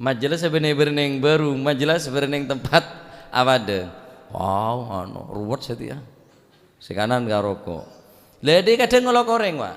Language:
Madurese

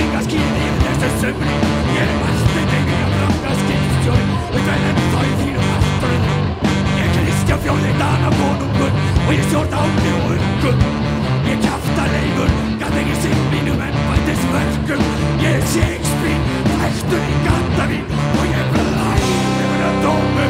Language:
Icelandic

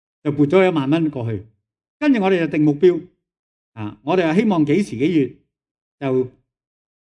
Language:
Cantonese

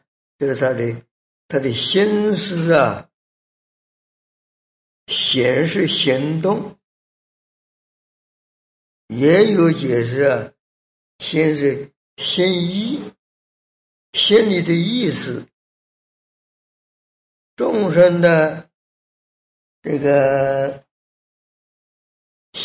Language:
Chinese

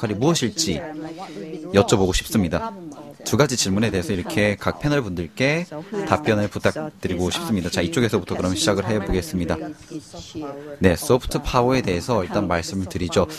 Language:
Korean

